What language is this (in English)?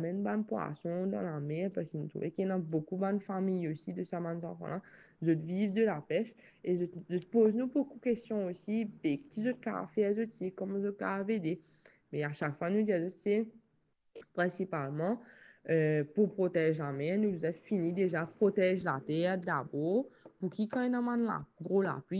Morisyen